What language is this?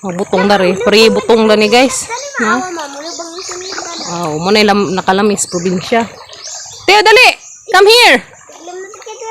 Cebuano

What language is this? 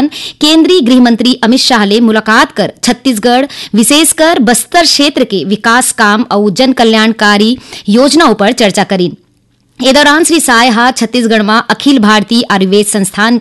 Chhattisgarhi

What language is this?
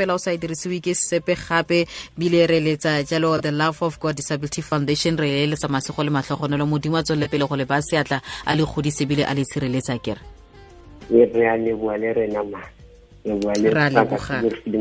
Tswana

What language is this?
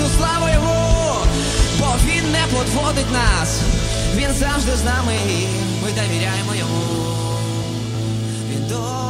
Ukrainian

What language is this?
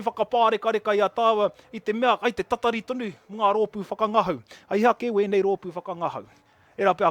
Māori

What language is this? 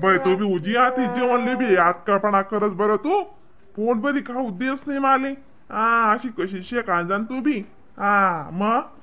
Khandesi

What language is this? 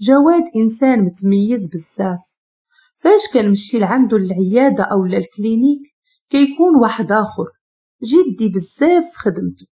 Moroccan Arabic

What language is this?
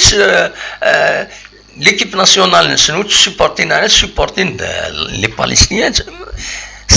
Kabyle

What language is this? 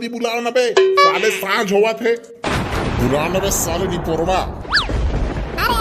Chhattisgarhi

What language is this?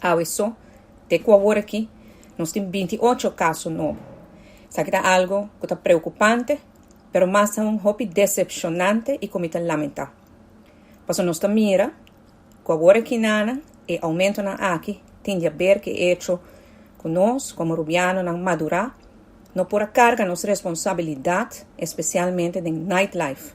Papiamento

